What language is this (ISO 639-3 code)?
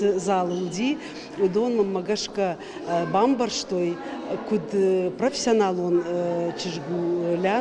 oss